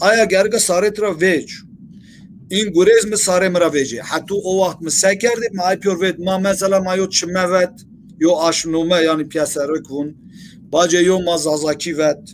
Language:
Zaza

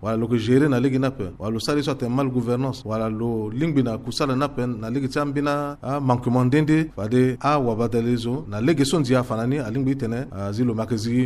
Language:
Sango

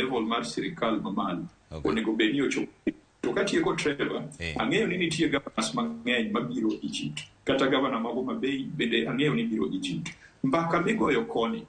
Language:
Luo (Kenya and Tanzania)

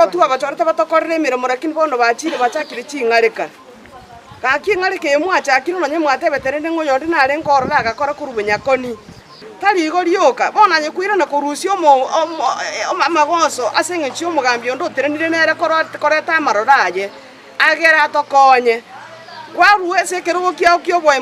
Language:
Gusii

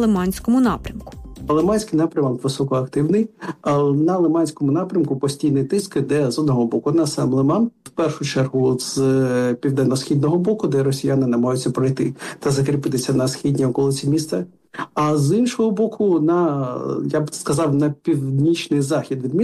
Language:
Ukrainian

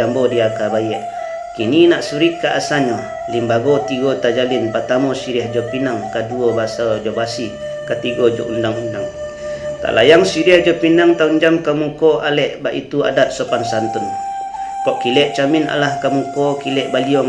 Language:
Minangkabau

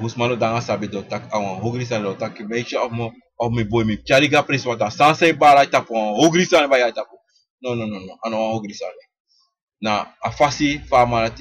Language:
Sranan Tongo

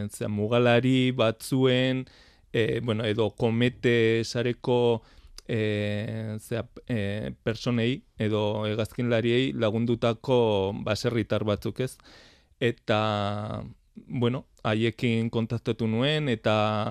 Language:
Basque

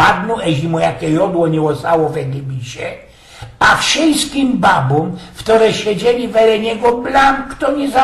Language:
Silesian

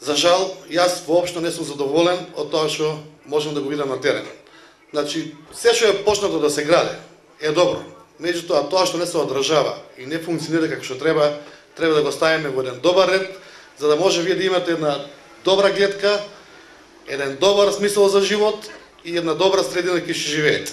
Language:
Macedonian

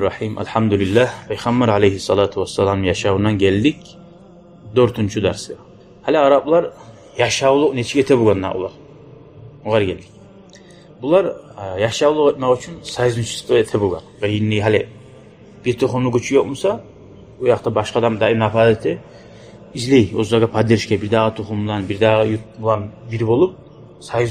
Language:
Kumyk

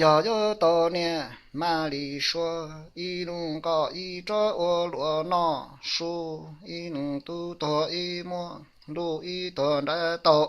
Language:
Hmong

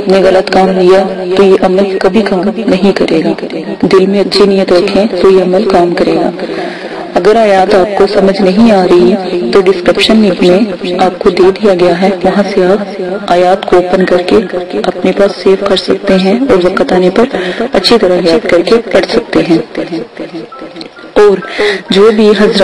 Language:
Urdu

